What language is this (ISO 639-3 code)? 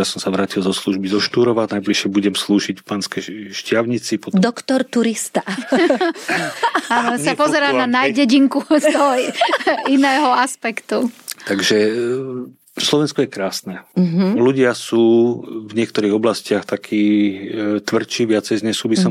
slk